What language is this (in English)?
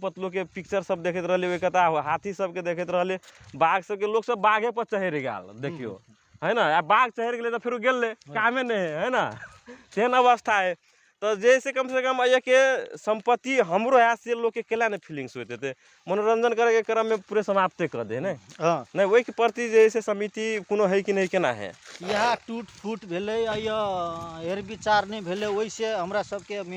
Magahi